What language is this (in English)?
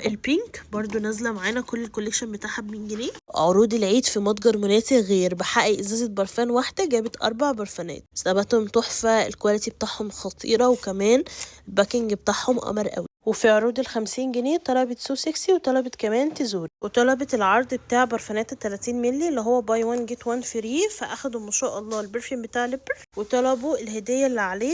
Egyptian Arabic